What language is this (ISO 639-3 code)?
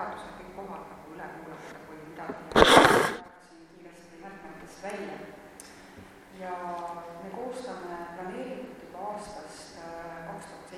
est